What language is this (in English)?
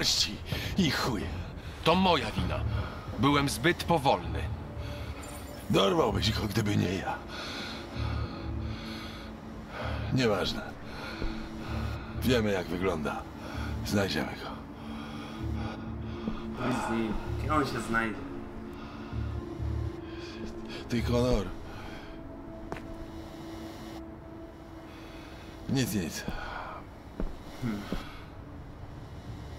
Polish